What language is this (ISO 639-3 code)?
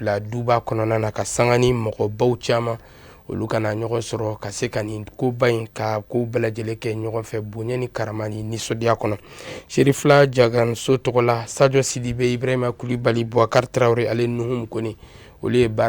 bam